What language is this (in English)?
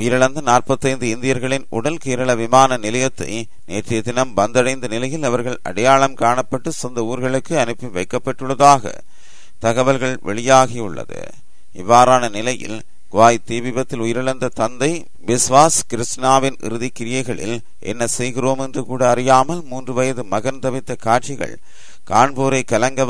Tamil